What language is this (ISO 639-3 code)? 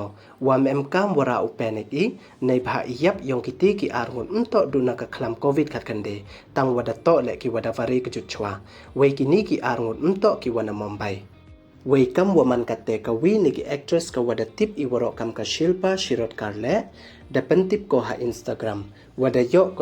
pbv